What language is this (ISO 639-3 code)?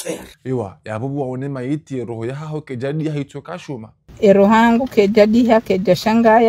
zdj